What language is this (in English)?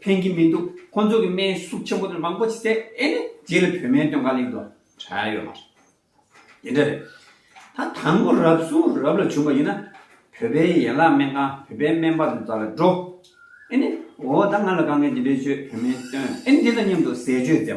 Tibetan